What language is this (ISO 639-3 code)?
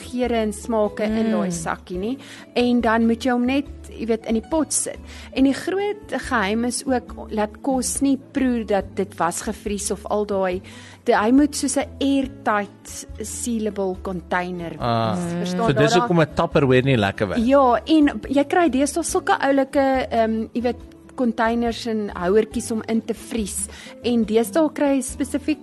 afr